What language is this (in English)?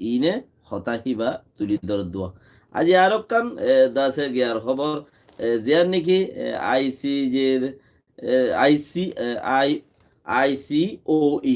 Rohingya